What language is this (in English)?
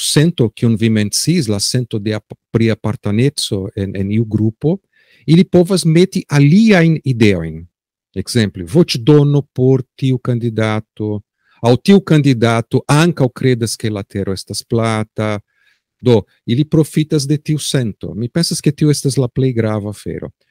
Esperanto